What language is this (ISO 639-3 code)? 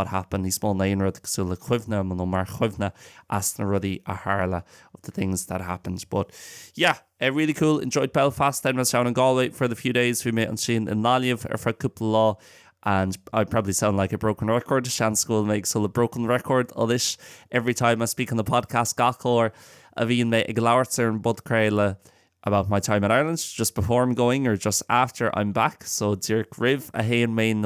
gle